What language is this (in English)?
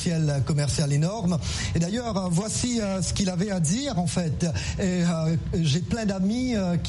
French